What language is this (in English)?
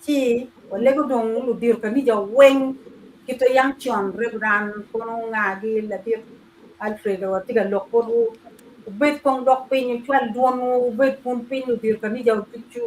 Acoli